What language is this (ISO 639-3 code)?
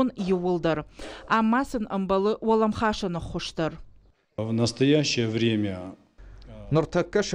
oss